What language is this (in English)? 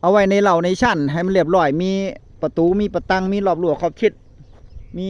Northeastern Thai